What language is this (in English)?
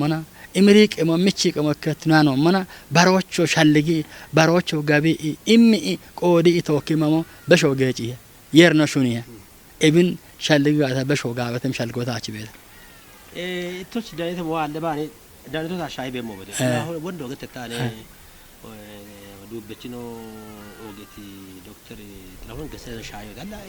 Kafa